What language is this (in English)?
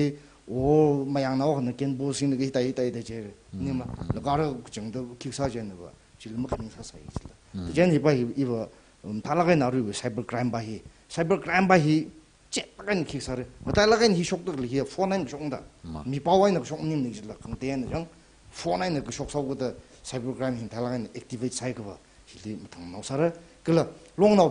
Tangkhul Naga (India)